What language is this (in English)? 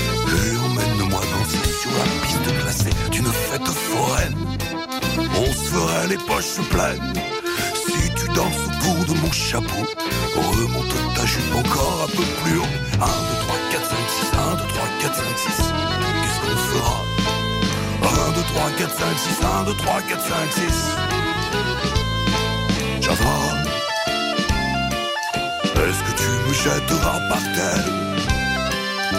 French